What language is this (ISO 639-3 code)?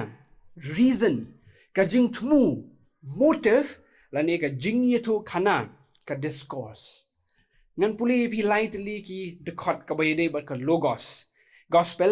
kha